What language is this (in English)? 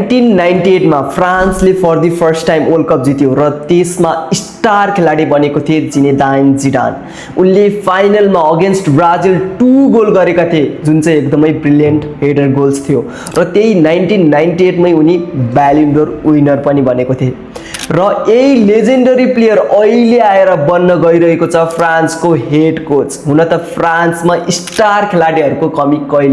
Nepali